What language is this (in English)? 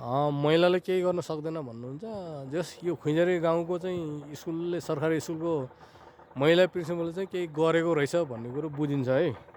Nepali